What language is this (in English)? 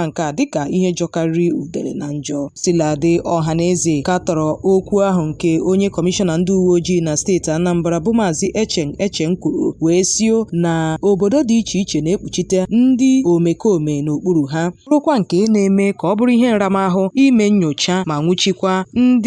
Igbo